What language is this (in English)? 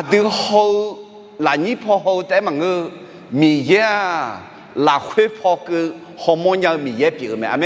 Akha